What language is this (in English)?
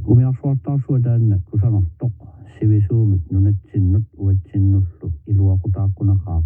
Kalaallisut